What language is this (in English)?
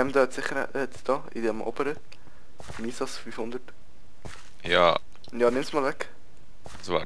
Swiss German